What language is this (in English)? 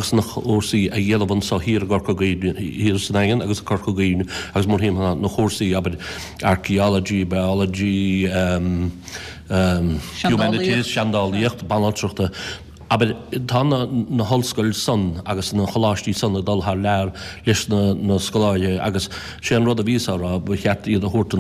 Irish